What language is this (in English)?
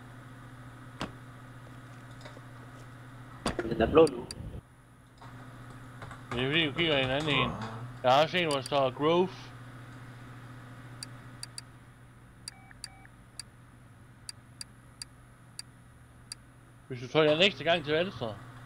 Danish